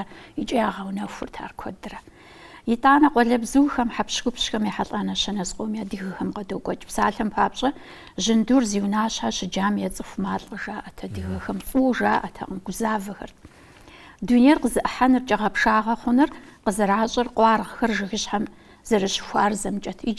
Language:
Kabardian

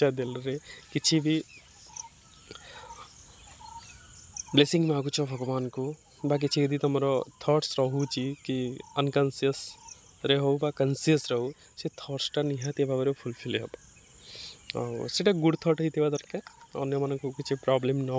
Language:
Odia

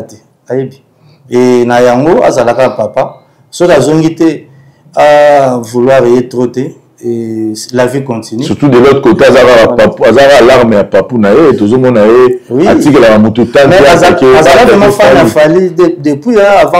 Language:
Lingala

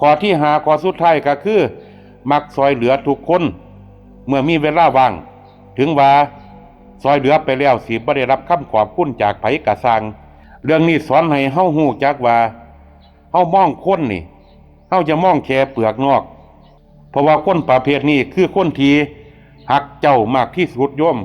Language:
Lao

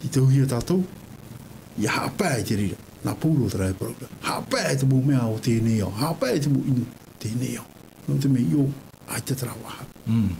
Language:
Tahitian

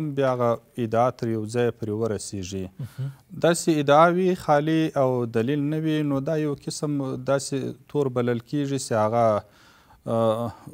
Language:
Pashto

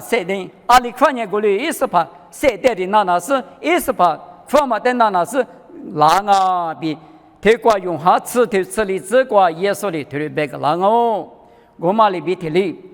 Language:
Lisu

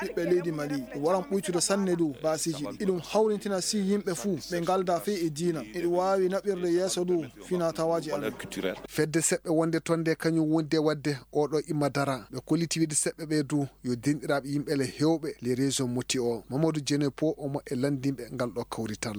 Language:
Maasina Fulfulde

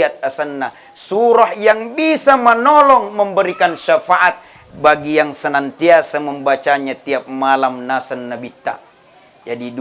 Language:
Buginese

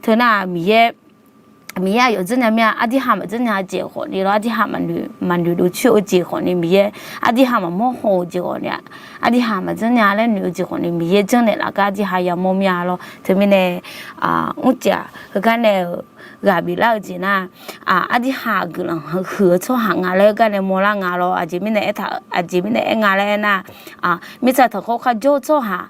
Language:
Akha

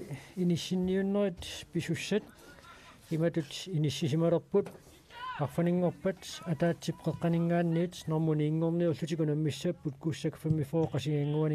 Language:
Kalaallisut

